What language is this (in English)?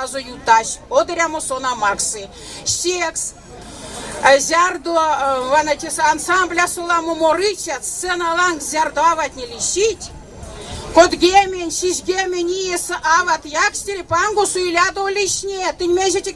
Erzya